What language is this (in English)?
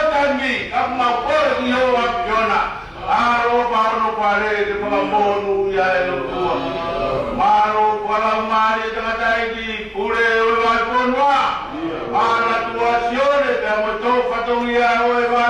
Tongan